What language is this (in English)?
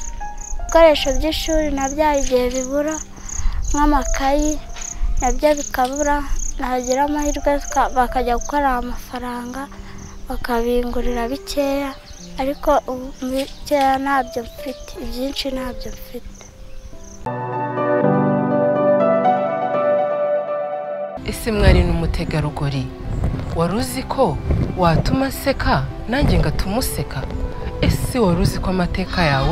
Kinyarwanda